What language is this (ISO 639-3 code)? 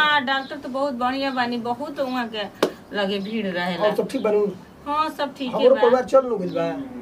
bho